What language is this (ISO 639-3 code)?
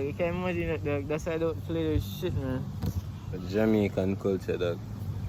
jam